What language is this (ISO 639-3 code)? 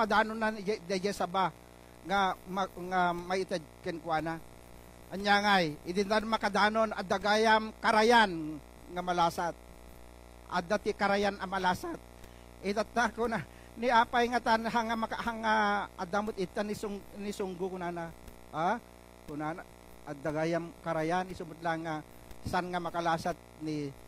ilo